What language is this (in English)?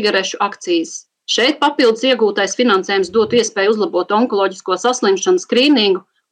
Latvian